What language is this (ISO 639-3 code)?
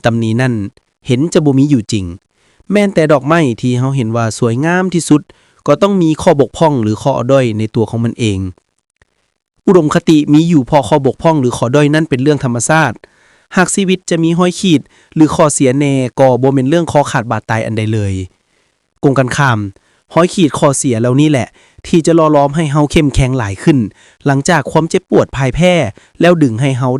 lao